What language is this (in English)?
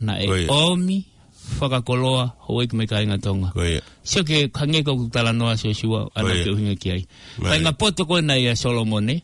Tongan